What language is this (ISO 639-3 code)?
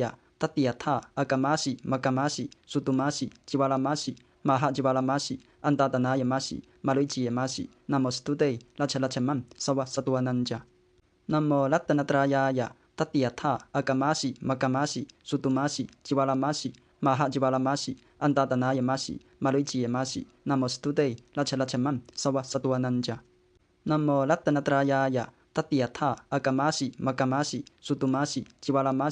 pli